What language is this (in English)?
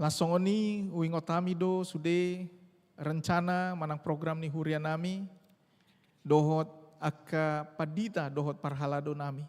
Batak Toba